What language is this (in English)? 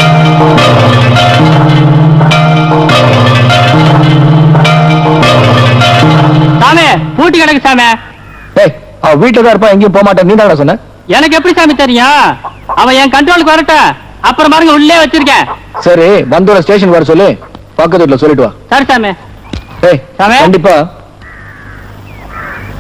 Tamil